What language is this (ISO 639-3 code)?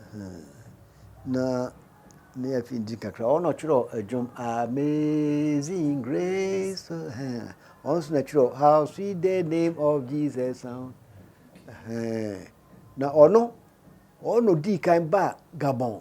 aka